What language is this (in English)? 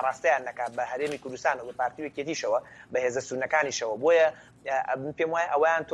Central Kurdish